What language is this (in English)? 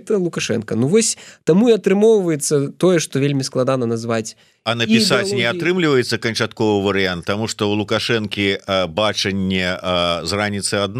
Belarusian